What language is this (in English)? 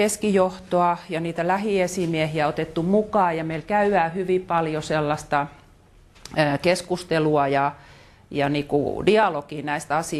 Finnish